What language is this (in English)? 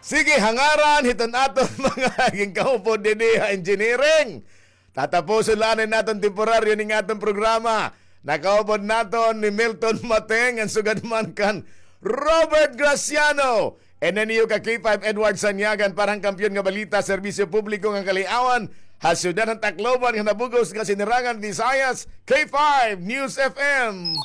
Waray